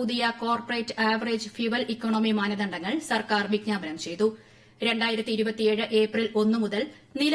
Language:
Malayalam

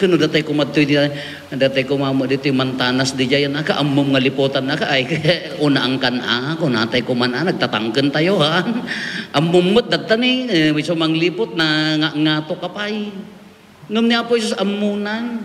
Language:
Iloko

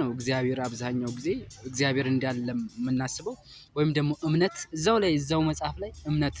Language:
Amharic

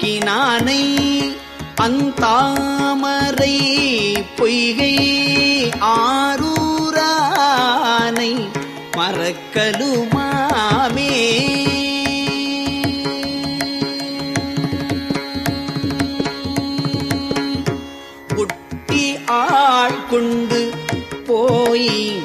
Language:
Tamil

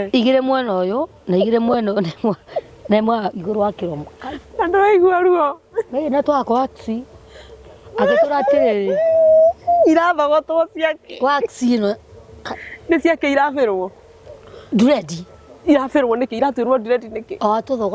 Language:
Kikuyu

